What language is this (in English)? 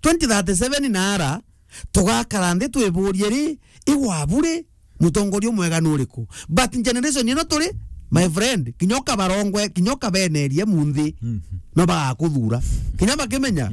Meru